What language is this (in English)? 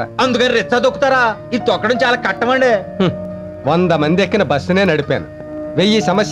Telugu